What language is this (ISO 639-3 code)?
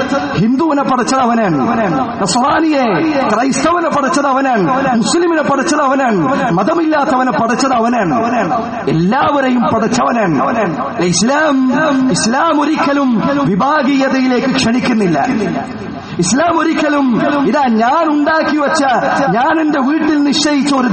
mal